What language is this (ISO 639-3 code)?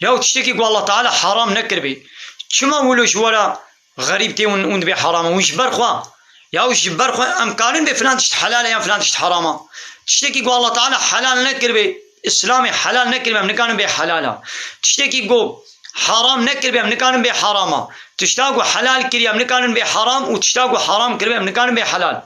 kur